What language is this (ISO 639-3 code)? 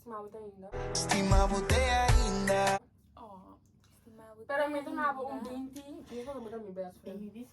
pap